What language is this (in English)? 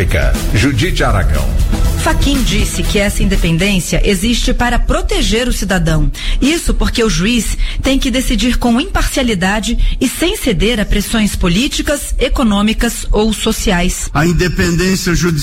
Portuguese